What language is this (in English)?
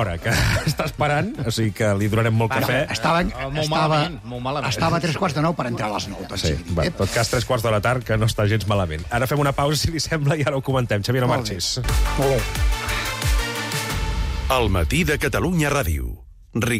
Catalan